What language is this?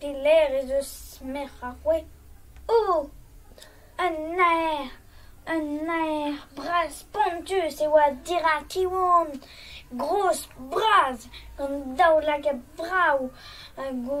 Breton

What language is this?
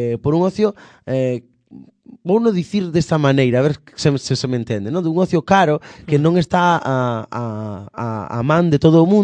Galician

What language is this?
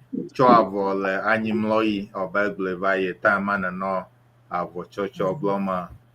Ewe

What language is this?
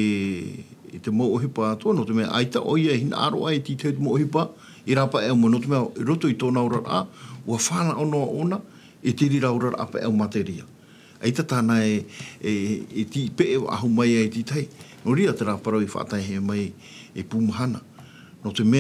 Tahitian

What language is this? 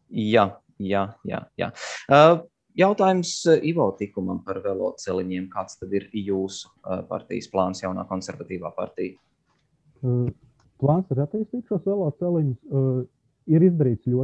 Latvian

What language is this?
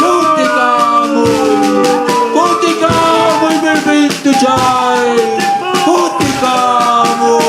Ayacucho Quechua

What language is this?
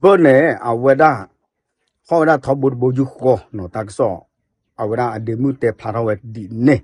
S'gaw Karen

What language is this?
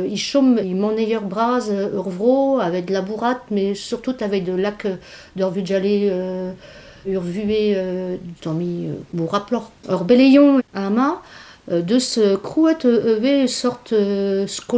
Breton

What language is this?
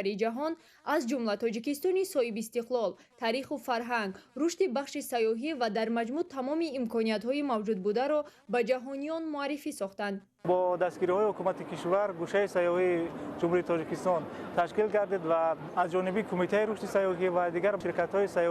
Tajik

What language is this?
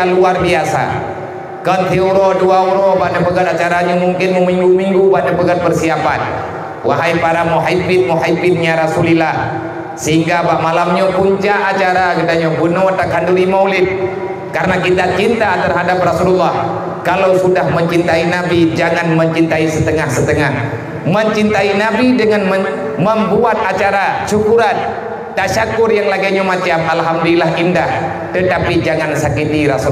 Achinese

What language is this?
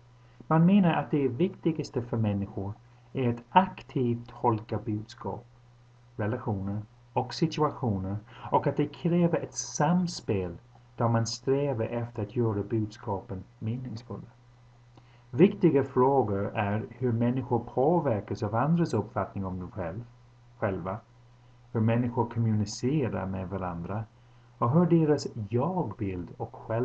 Swedish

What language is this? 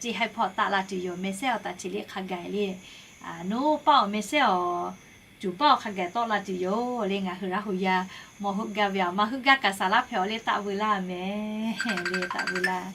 Lahu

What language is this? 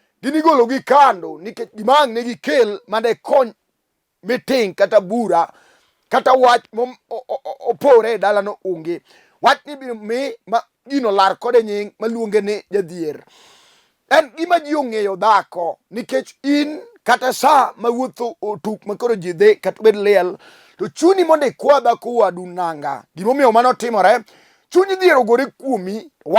Luo (Kenya and Tanzania)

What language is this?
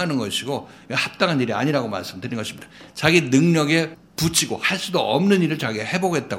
Korean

